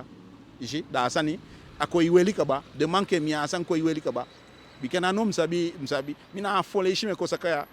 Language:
Eastern Maroon Creole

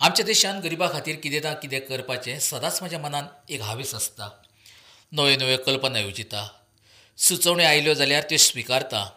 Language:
Konkani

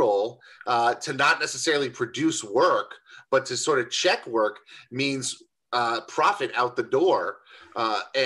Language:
English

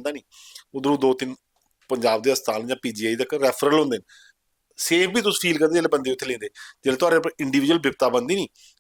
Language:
Dogri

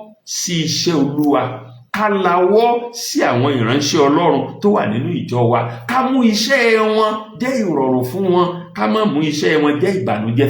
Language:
Yoruba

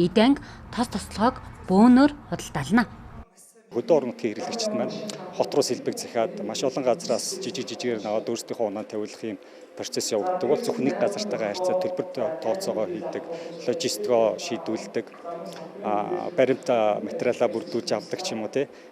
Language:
Mongolian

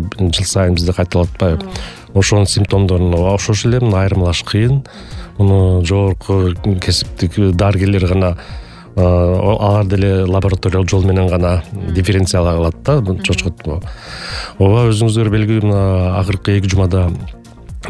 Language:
Kyrgyz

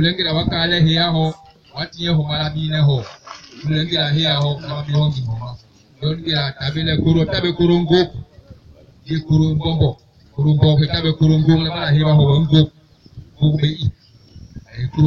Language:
Basaa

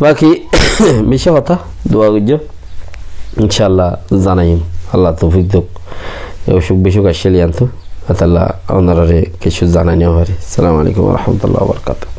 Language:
Rohingya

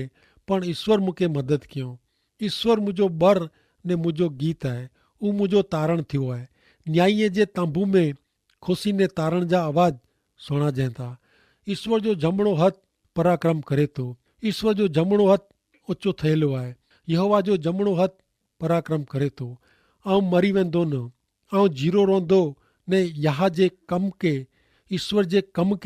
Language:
Kachhi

